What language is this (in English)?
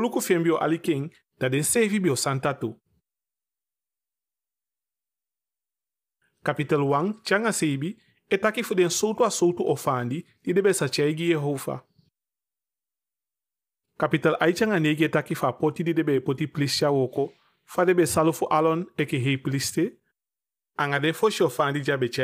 Eastern Maroon Creole